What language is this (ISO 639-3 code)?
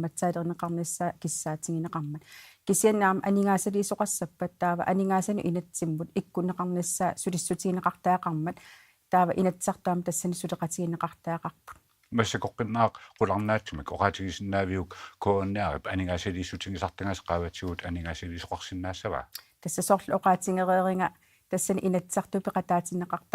kal